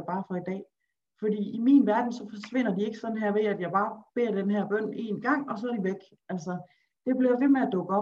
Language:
Danish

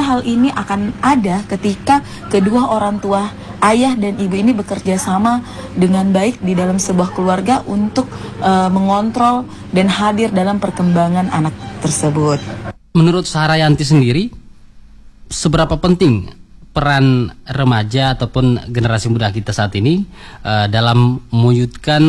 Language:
Indonesian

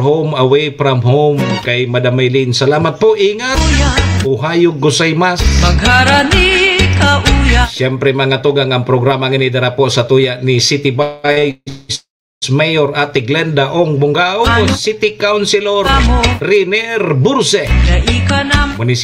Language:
Bikol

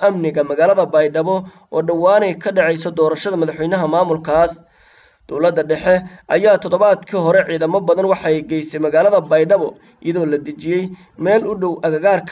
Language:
Somali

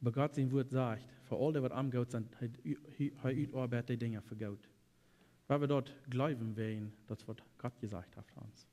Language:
Plautdietsch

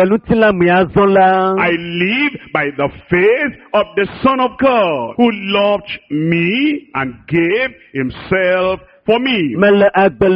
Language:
Ewe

